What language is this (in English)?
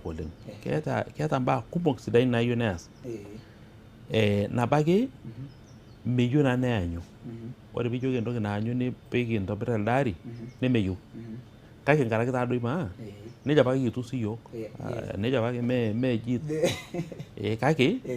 Masai